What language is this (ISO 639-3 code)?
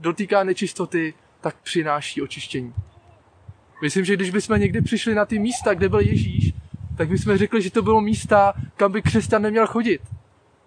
ces